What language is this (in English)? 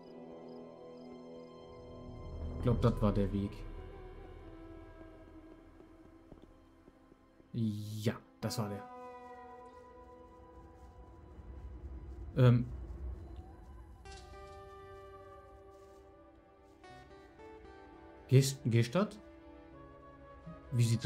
German